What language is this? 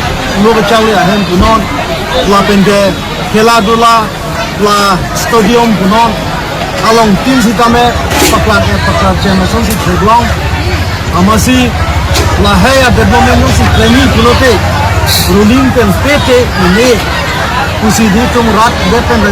Karbi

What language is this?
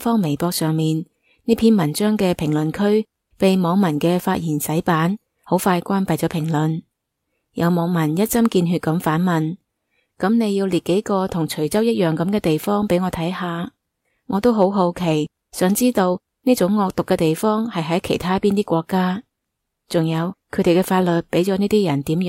Cantonese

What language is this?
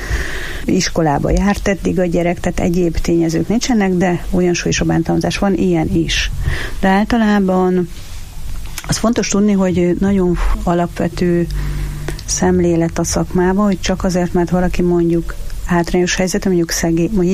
Hungarian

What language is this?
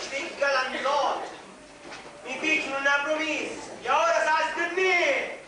Sicilian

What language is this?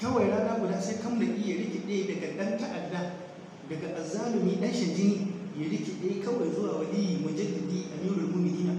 Hausa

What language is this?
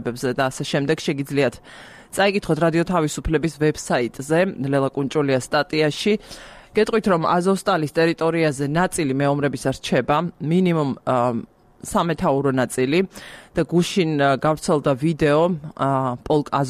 Georgian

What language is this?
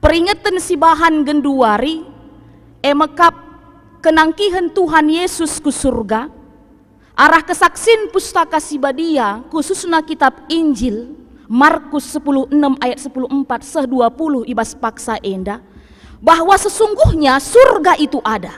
Batak Karo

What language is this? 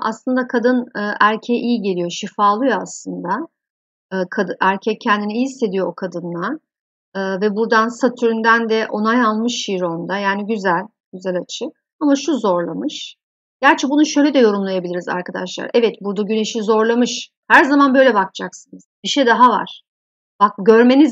Turkish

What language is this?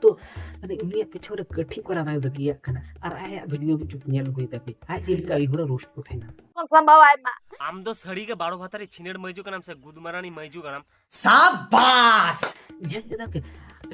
Santali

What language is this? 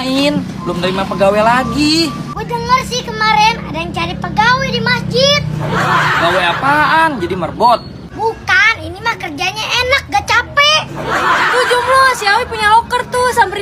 Betawi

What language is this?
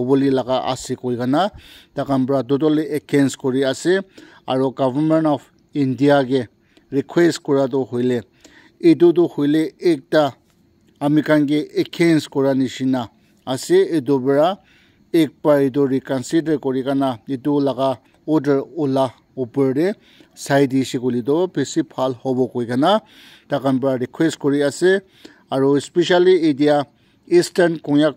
Naga Pidgin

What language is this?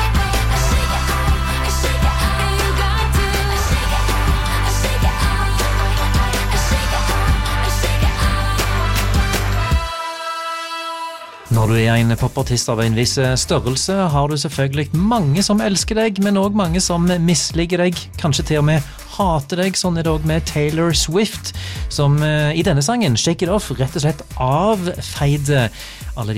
Norwegian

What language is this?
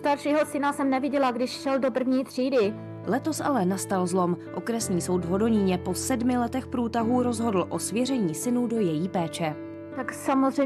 Czech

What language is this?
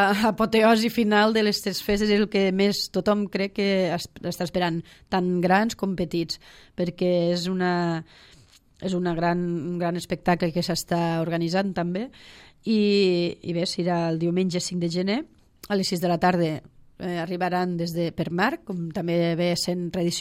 Catalan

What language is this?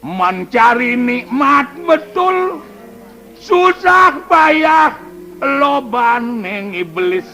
Balinese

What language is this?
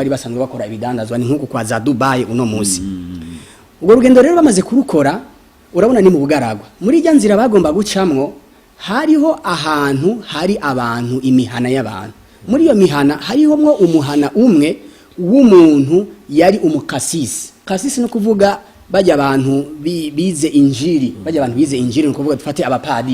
Rundi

